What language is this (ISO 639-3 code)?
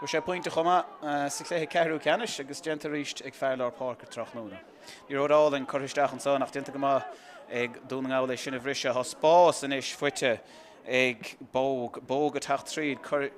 gle